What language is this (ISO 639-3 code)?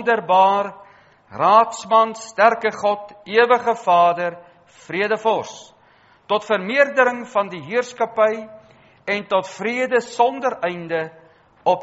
afr